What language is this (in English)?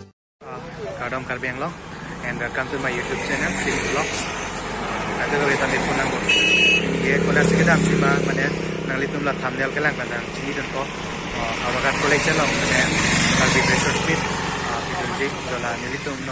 Karbi